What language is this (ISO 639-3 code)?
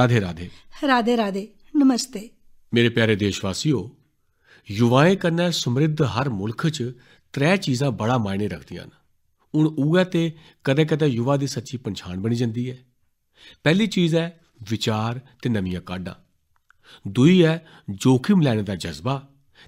doi